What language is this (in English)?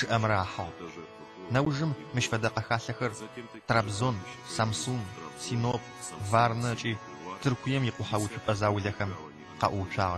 Adyghe